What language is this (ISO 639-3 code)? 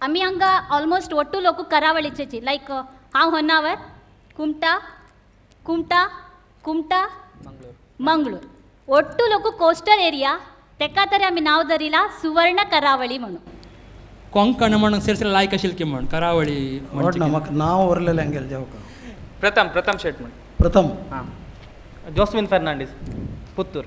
kok